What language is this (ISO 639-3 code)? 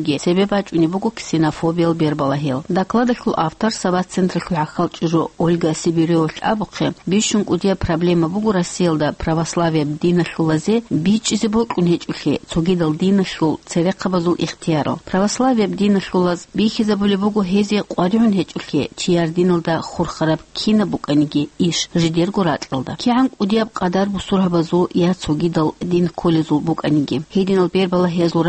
ava